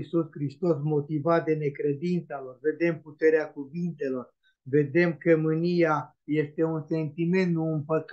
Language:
Romanian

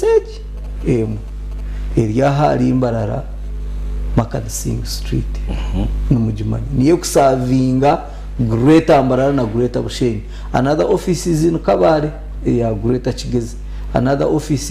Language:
Nyankole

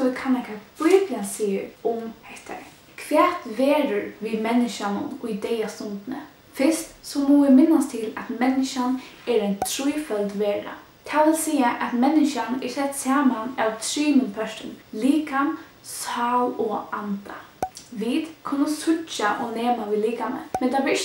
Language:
Faroese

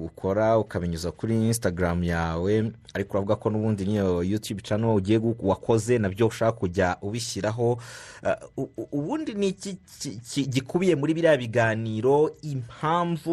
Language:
Kinyarwanda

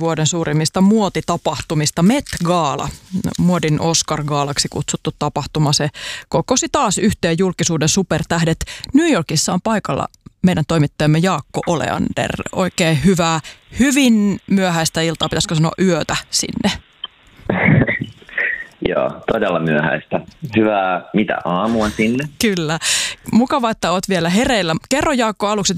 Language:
Finnish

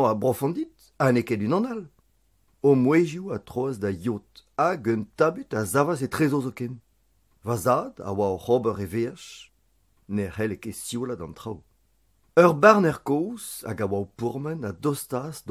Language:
Breton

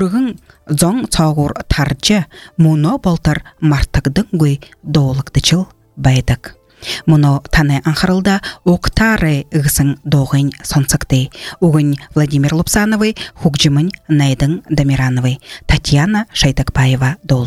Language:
Buriat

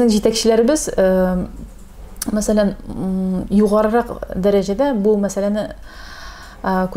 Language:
Tatar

